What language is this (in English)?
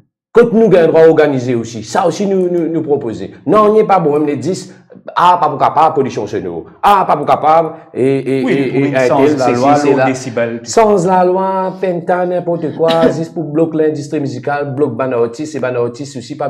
Morisyen